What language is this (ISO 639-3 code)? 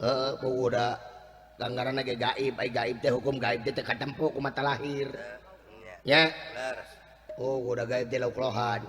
sun